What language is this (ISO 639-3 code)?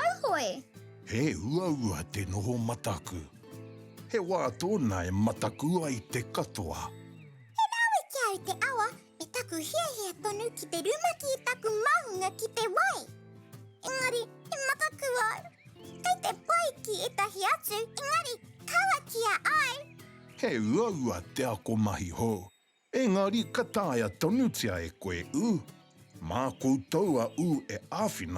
mri